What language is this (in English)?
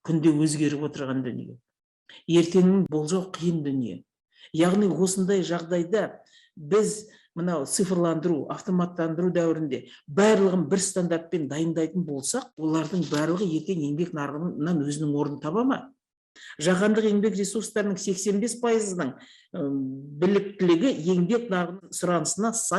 Kazakh